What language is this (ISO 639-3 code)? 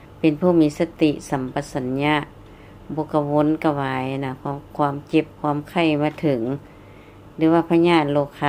lao